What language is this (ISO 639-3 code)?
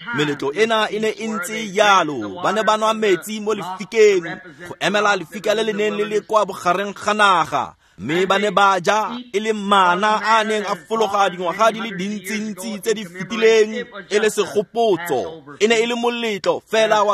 tsn